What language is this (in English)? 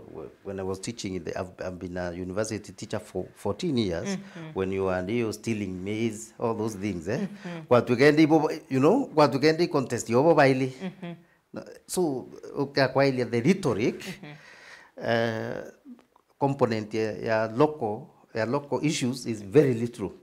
Meru